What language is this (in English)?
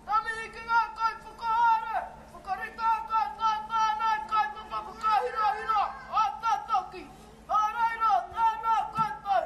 Māori